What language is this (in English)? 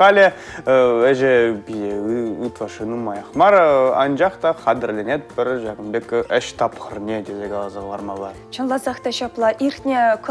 Chuvash